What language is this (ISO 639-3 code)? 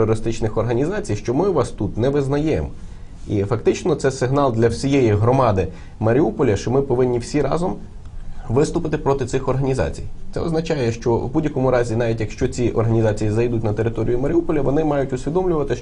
ukr